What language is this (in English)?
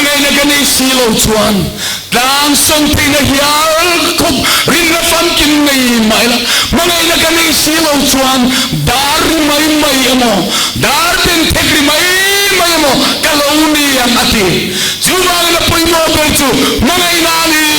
Mizo